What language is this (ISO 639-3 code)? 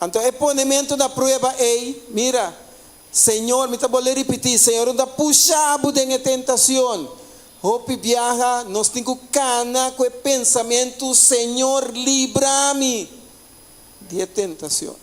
pap